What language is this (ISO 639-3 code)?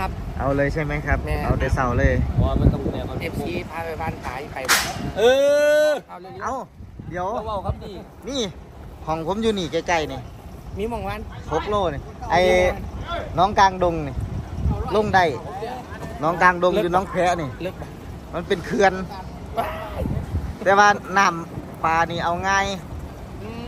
tha